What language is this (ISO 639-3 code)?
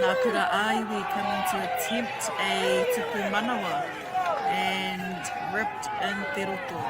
mri